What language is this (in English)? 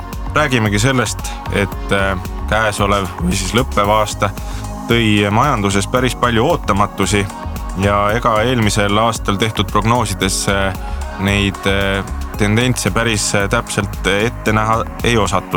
Estonian